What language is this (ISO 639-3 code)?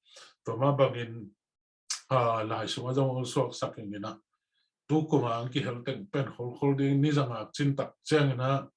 ctd